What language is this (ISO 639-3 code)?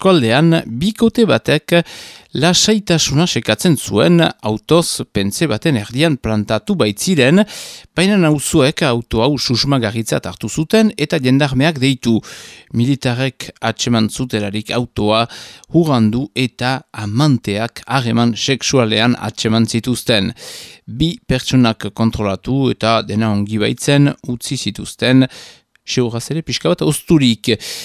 eus